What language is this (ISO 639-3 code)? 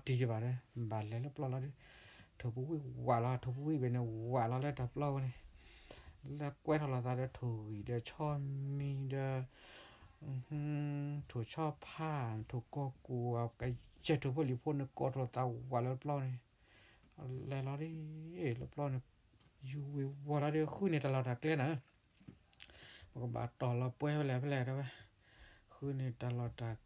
ksw